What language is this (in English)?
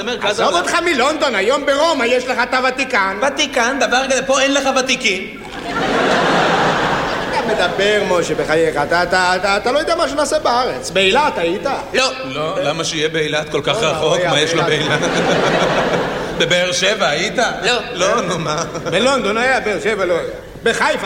Hebrew